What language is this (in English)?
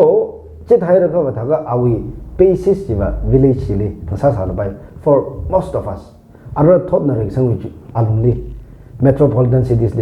Tangkhul Naga (India)